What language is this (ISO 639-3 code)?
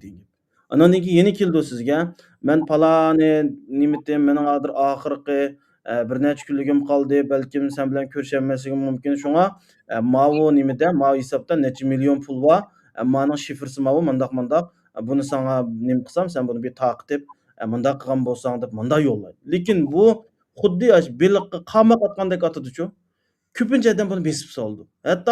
uig